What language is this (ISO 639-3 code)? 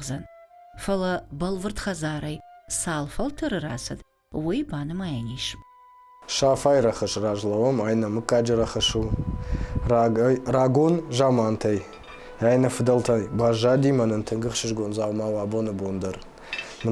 oss